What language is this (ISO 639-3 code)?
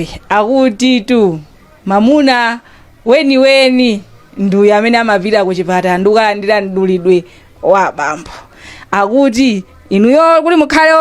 nya